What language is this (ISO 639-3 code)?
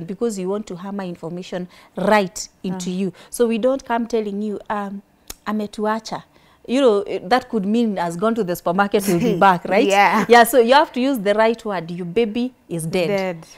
eng